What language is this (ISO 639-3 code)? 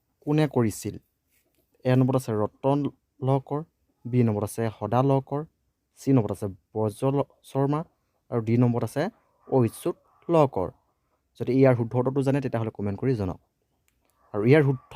asm